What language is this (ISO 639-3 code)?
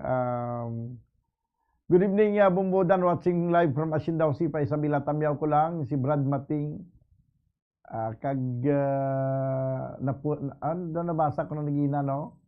hil